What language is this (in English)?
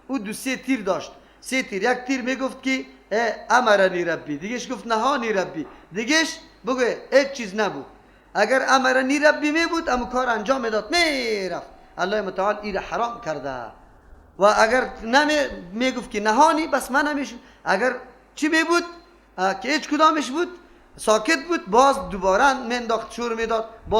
Persian